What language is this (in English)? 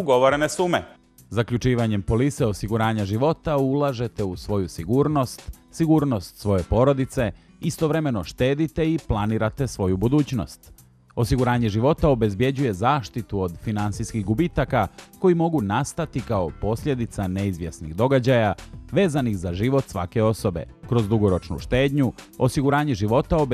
Bosnian